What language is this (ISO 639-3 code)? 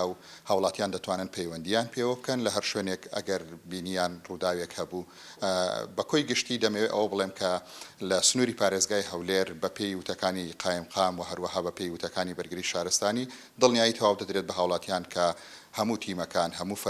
ckb